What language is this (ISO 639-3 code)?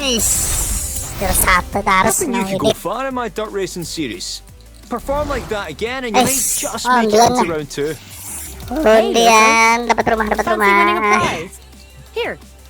bjn